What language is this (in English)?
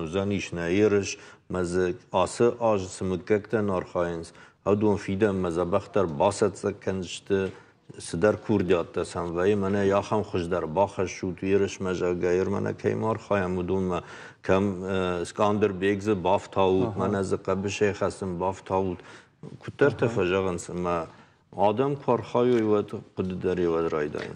Ossetic